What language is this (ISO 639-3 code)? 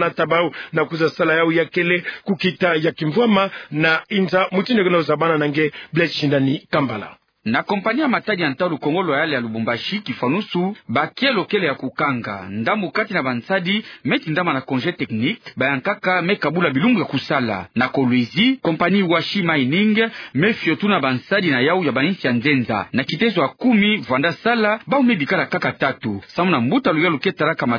ktu